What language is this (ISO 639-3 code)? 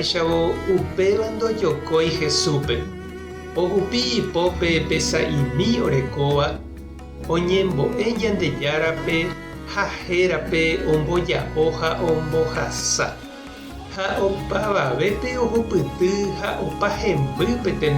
grn